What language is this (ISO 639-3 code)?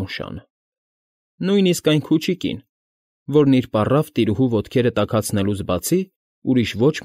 hye